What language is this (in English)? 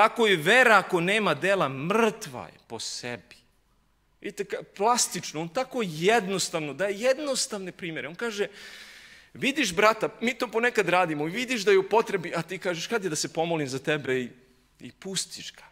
Serbian